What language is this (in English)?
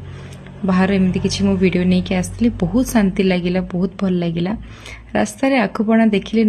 Odia